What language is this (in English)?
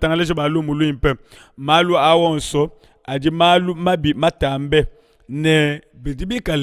Luba-Lulua